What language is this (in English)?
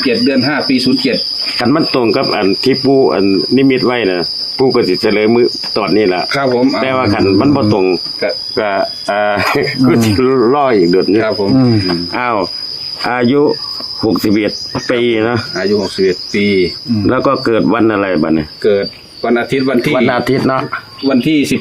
Northeastern Thai